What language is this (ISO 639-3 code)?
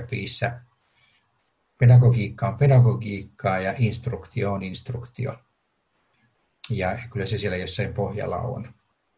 fin